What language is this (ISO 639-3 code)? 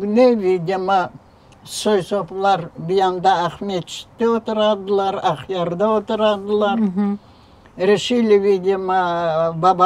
crh